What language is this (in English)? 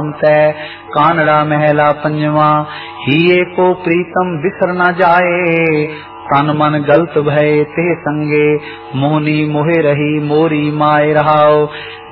Punjabi